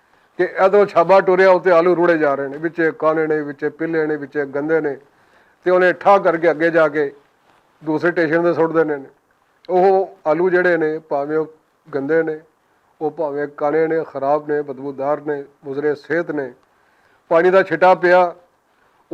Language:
Western Panjabi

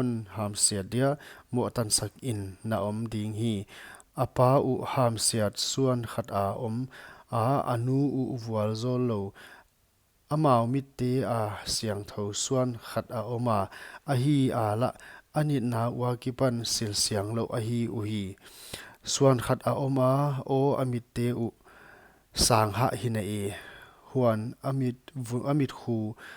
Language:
Paite Chin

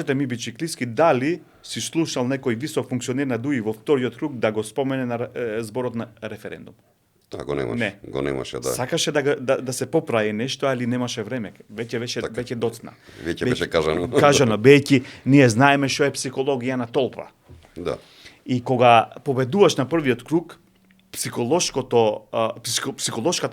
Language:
Macedonian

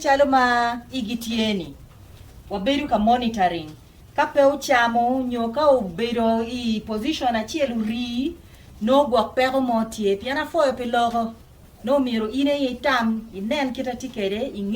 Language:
Acoli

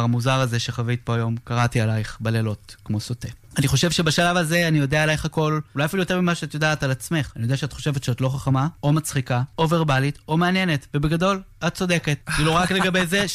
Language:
Hebrew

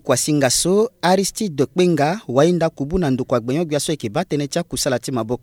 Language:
Sango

